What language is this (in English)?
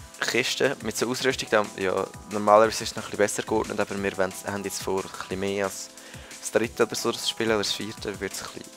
Swiss German